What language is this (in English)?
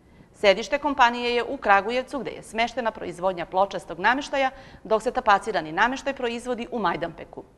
Serbian